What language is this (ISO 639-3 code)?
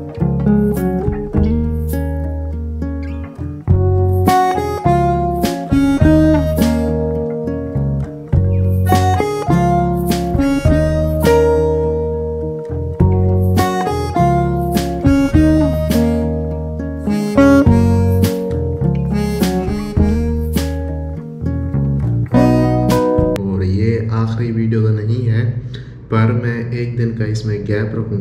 hin